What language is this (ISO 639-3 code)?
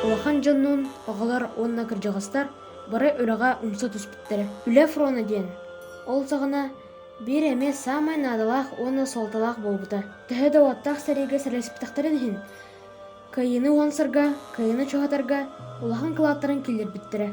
sah